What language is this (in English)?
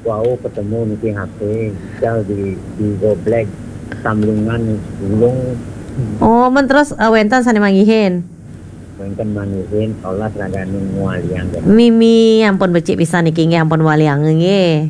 Balinese